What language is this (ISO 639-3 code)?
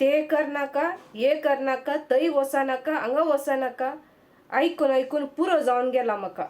kok